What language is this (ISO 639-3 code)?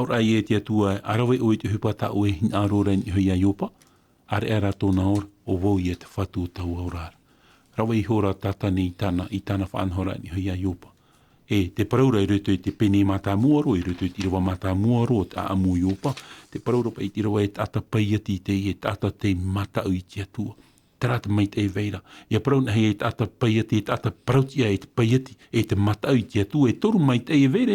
tah